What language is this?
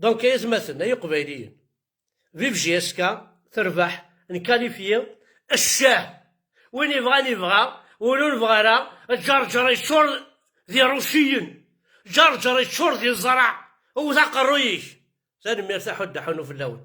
Kabyle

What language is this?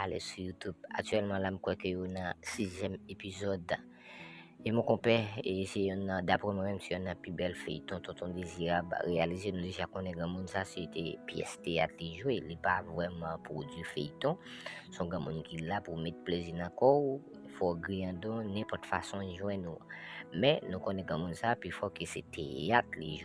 Haitian Creole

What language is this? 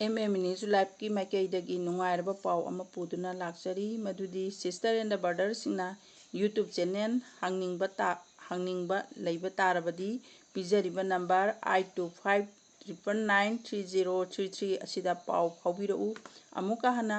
Manipuri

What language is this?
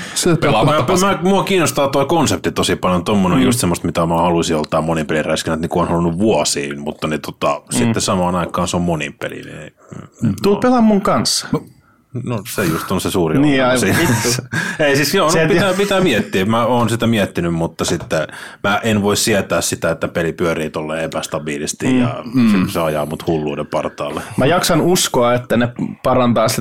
Finnish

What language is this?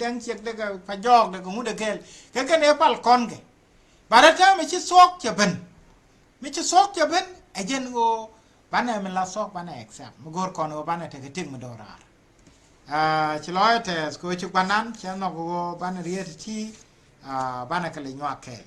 Nuer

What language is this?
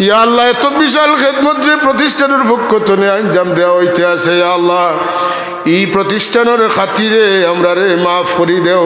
Sylheti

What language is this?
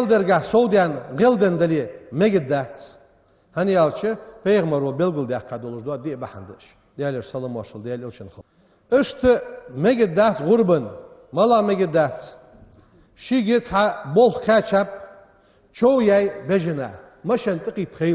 Ingush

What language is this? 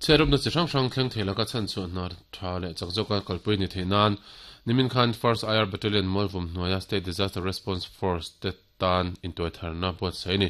Mizo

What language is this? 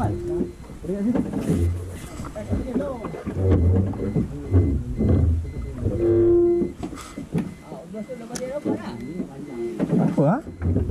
Malay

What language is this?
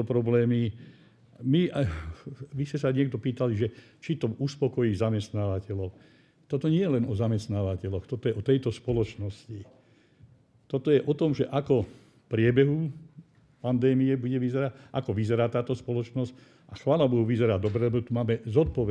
Slovak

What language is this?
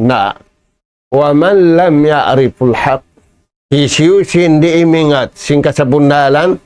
Tausug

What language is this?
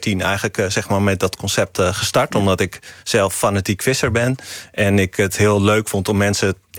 Dutch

